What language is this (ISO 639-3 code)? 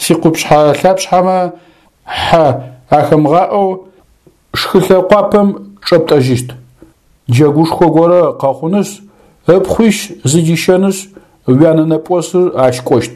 ady